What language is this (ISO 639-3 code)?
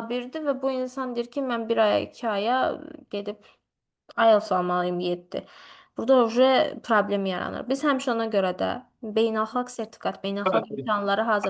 aze